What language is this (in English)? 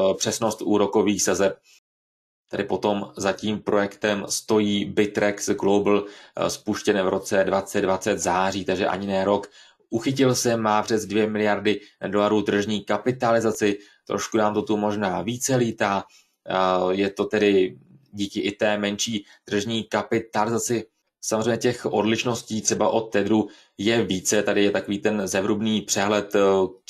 Czech